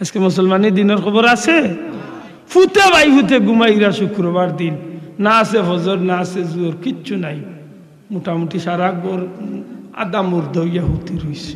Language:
Sylheti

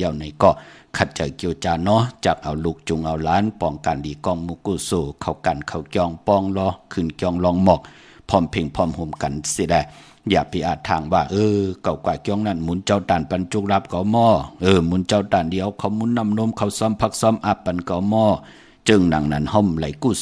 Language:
Shan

